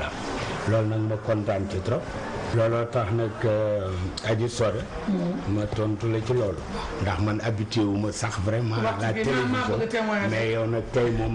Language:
Wolof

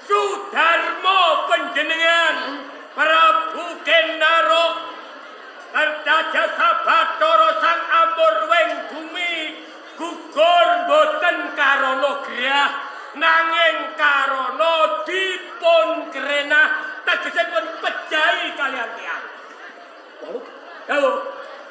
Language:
Javanese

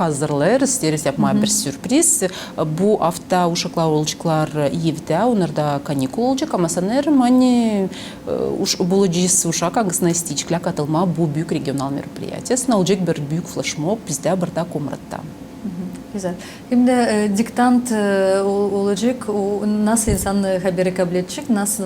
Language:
Gagauz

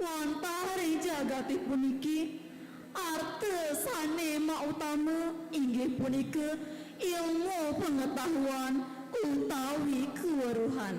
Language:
Balinese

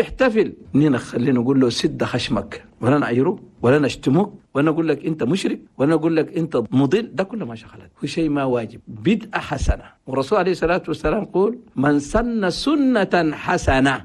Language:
Chadian Arabic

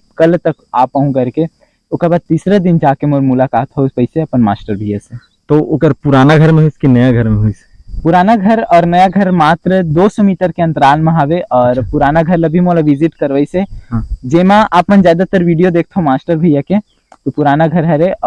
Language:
Chhattisgarhi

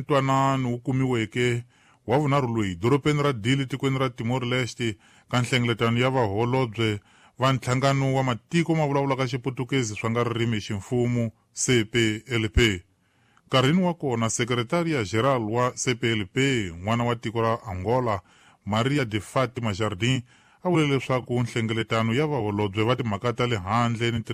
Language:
Tsonga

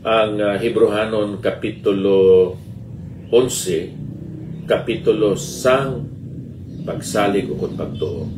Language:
Hiligaynon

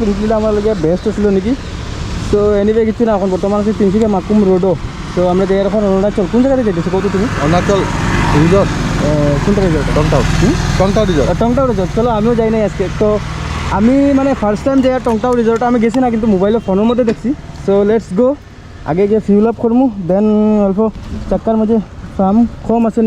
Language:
Sylheti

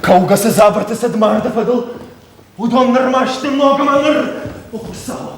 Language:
Ossetic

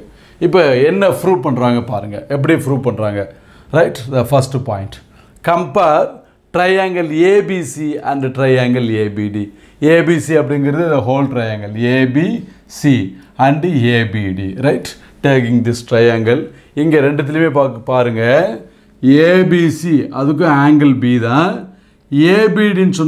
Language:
Tamil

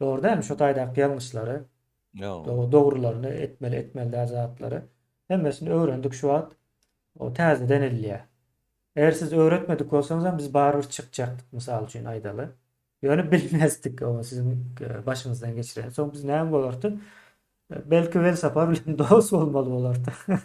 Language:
Turkmen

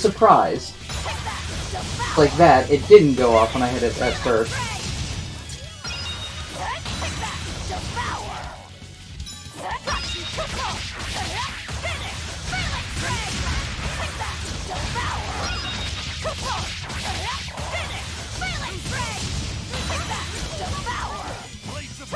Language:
English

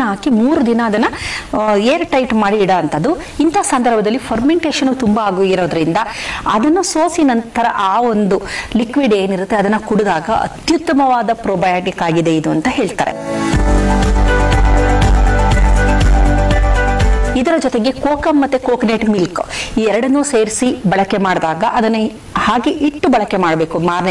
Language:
Kannada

